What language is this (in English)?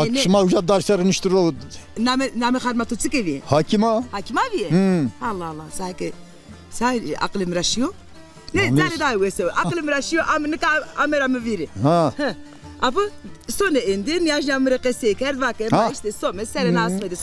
Zaza